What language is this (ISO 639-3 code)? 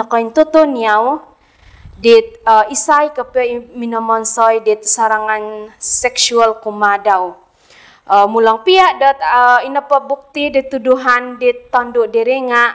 dtp